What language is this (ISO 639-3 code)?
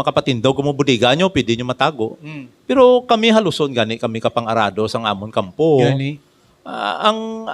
hil